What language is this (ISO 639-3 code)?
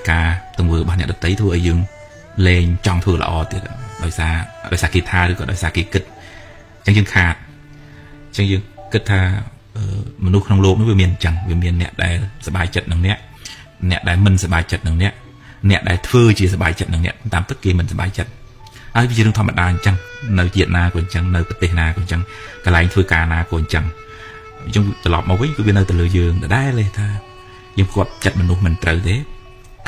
khm